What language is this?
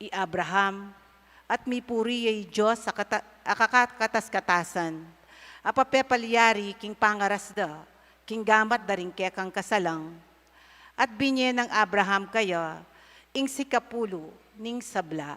Pampanga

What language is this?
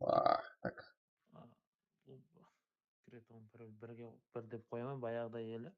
Kara-Kalpak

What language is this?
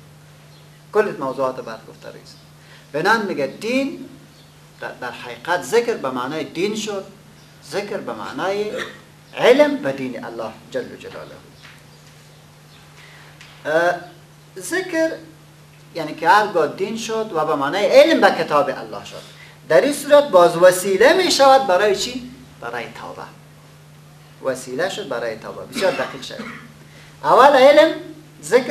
Persian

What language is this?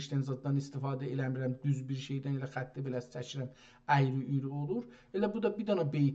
South Azerbaijani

